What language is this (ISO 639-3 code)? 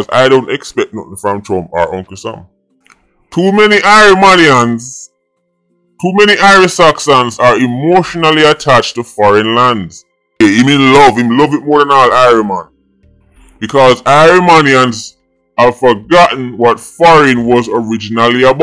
jam